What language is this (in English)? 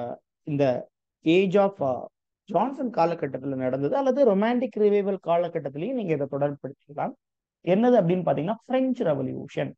Tamil